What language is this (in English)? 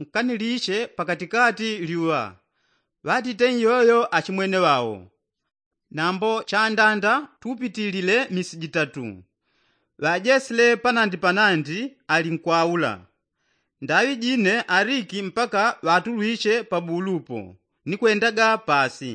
Yao